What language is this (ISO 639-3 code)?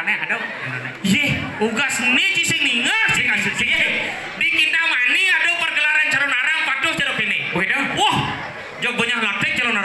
ban